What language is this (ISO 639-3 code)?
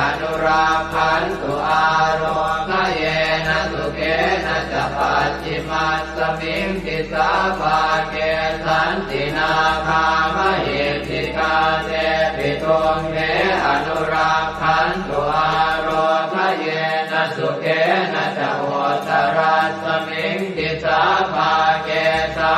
pli